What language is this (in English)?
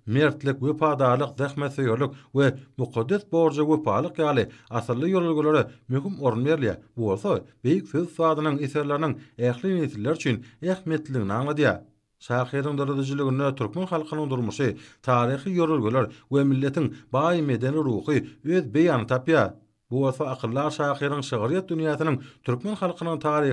Turkmen